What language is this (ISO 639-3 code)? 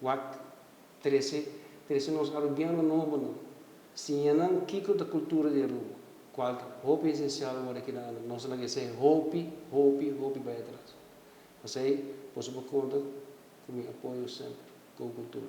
pap